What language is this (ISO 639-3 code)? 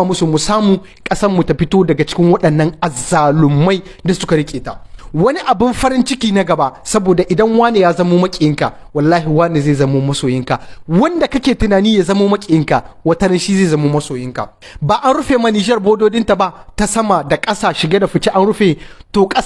hau